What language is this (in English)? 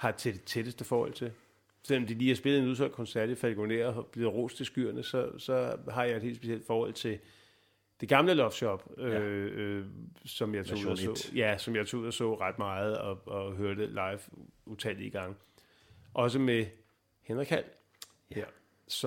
Danish